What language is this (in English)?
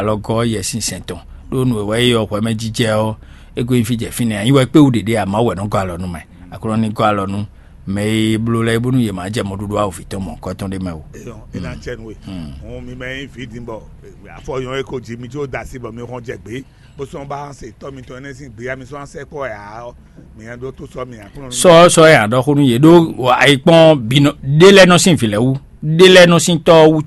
Fon